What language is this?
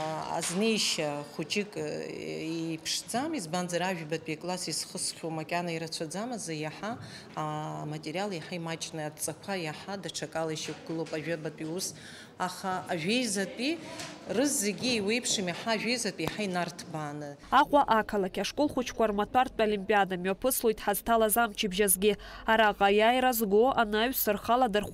Abkhazian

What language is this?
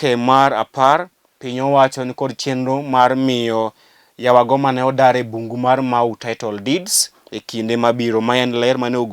Luo (Kenya and Tanzania)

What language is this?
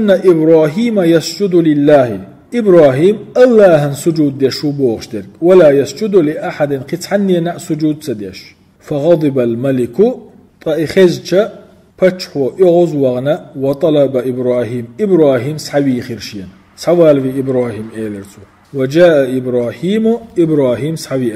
Chechen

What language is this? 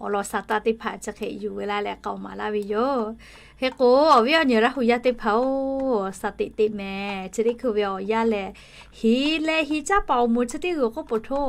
Lahu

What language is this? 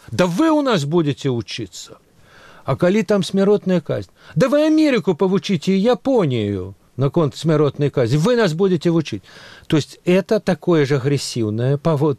Belarusian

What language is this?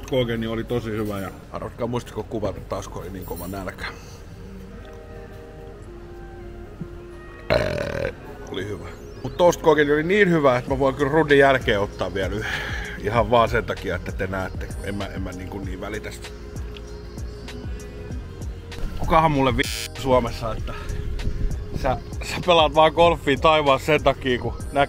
Finnish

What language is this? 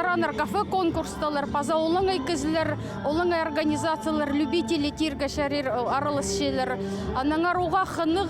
Khakas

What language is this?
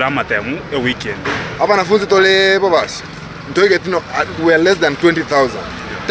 Gusii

